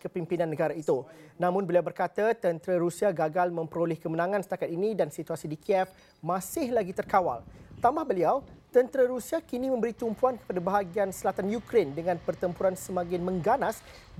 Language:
Malay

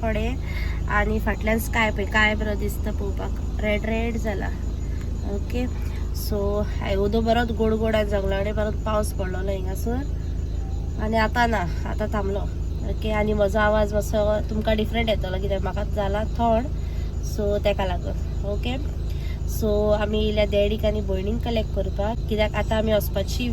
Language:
Konkani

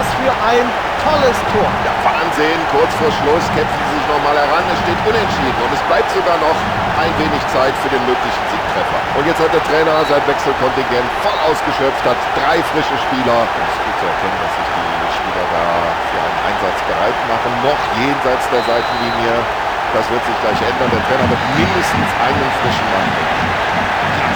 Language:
Bavarian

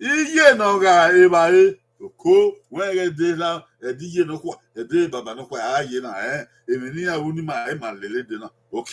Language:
Bini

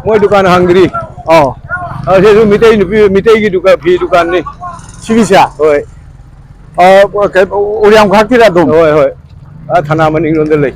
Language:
Manipuri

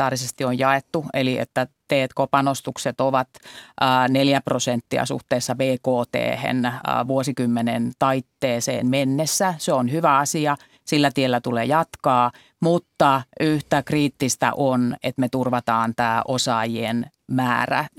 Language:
Finnish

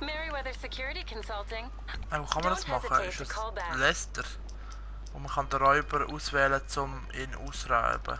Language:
Swiss German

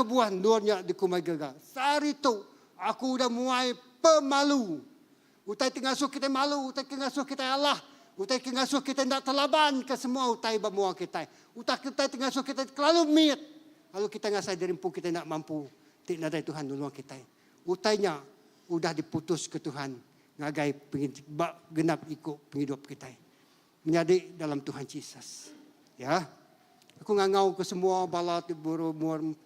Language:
Iban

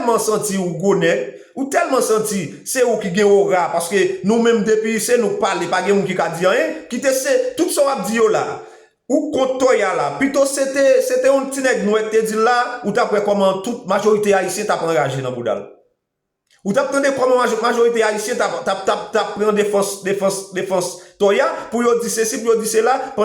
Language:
Haitian Creole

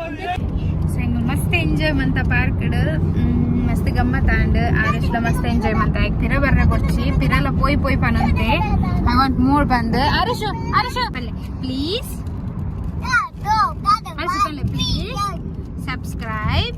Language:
Tulu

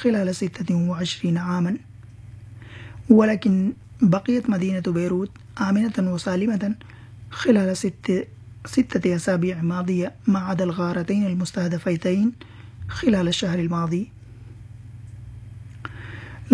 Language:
Arabic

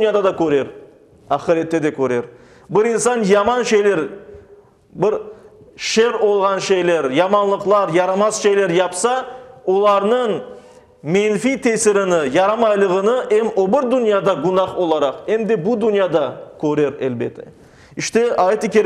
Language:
Crimean Tatar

